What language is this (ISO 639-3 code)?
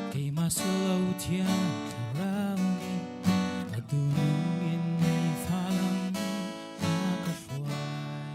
cnh